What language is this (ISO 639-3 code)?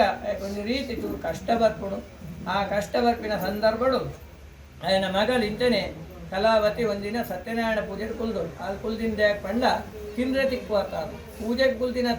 tcy